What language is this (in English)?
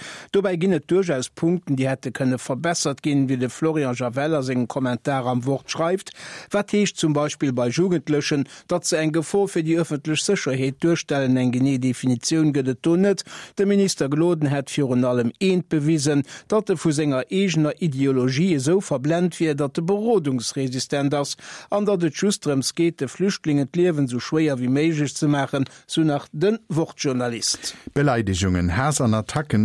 Luxembourgish